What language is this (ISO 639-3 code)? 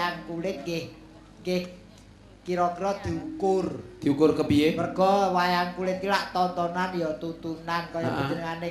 jav